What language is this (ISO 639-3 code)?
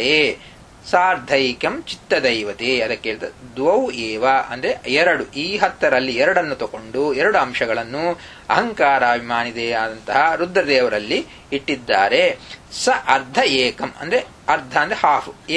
kan